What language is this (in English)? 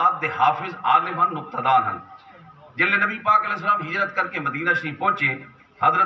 Saraiki